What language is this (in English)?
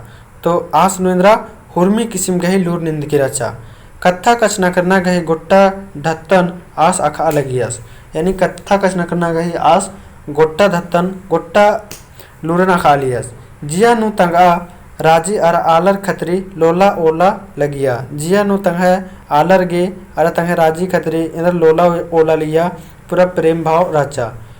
Kurukh